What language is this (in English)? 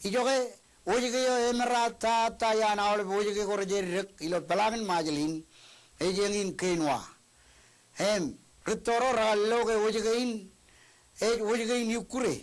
Marshallese